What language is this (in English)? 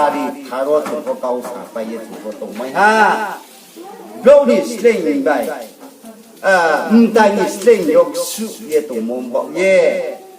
Riang (India)